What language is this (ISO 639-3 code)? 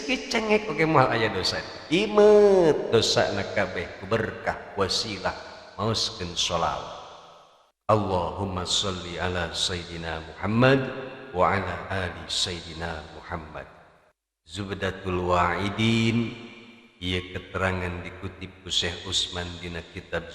sun